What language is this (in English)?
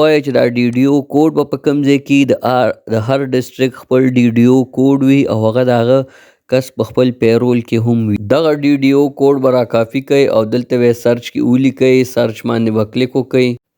Pashto